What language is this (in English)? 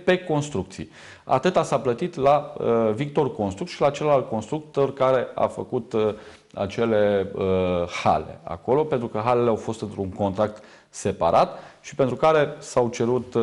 Romanian